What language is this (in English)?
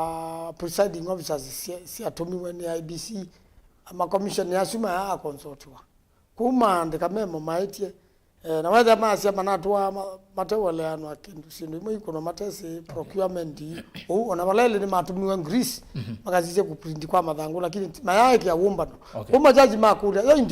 Kamba